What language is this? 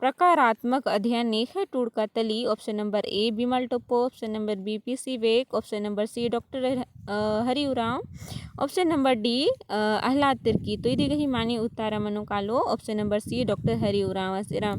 Kurukh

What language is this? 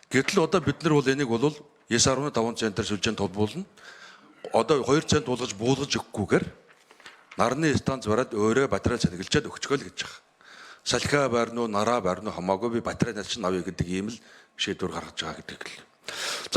Mongolian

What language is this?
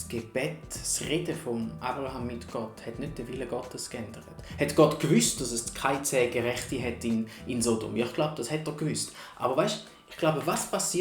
Swiss German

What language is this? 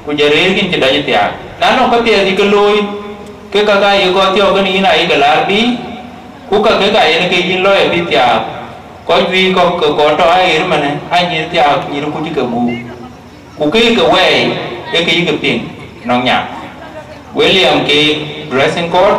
Dinka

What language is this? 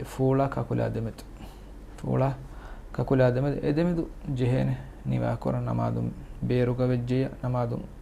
Divehi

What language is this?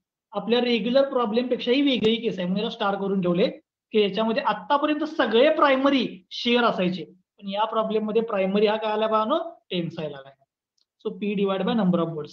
Marathi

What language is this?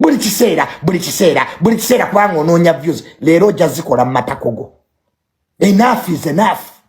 Ganda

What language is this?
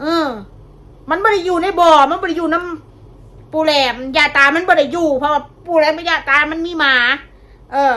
Northeastern Thai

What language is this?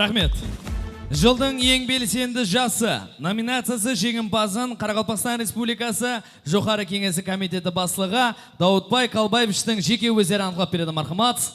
Kara-Kalpak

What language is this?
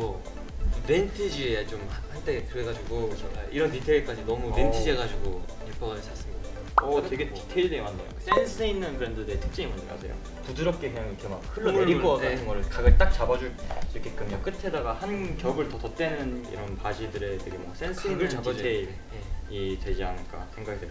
Korean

